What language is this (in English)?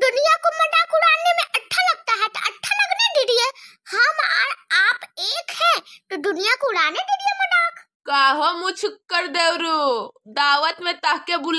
Bhojpuri